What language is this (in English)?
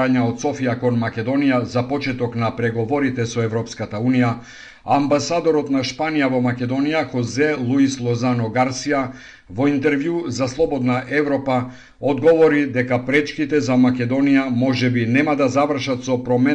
Macedonian